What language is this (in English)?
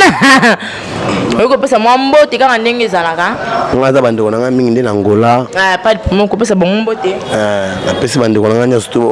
Lingala